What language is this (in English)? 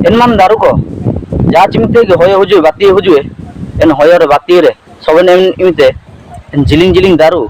Ho